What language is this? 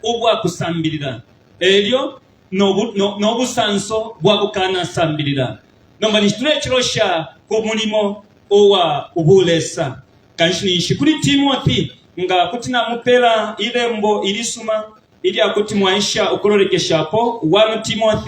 Bemba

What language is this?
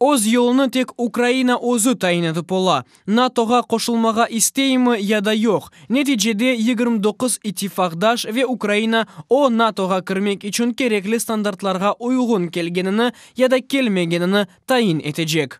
Crimean Tatar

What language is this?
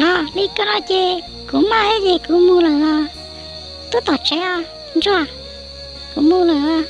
Hmong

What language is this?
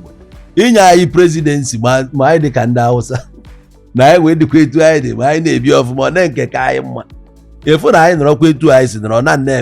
Igbo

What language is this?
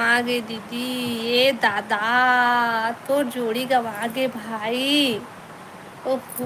Chhattisgarhi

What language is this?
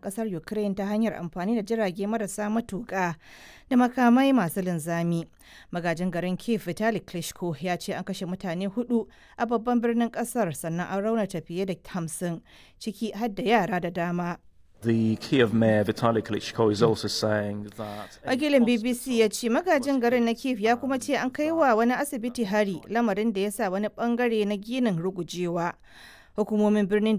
Hausa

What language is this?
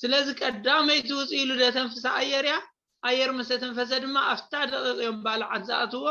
Tigrinya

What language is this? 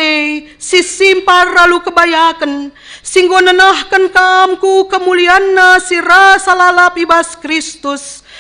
Batak Karo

